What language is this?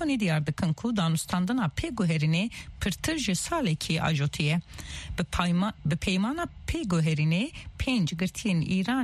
Kurdish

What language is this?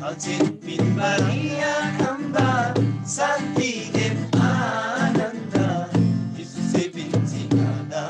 Eastern Tamang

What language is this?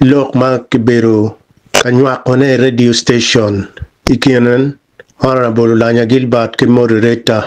Acoli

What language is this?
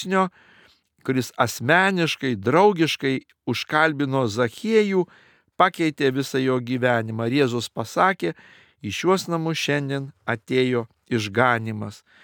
Lithuanian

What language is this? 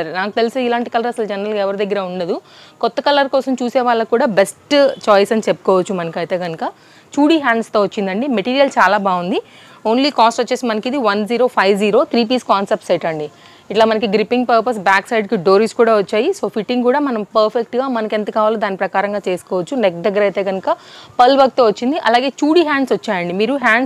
Telugu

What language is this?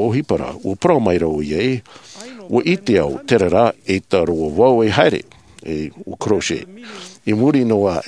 Tahitian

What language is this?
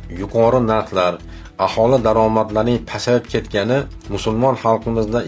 Uzbek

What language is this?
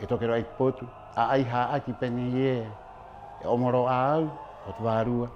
Rapanui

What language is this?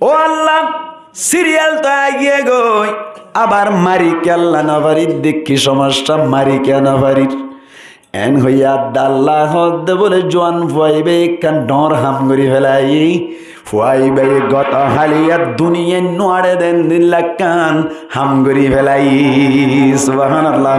Rohingya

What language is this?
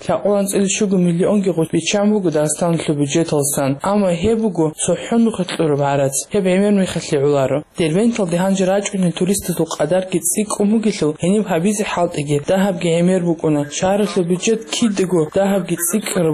Avaric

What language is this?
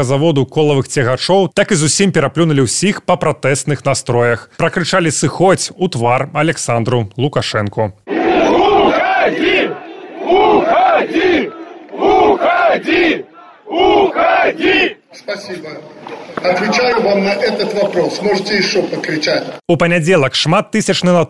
Belarusian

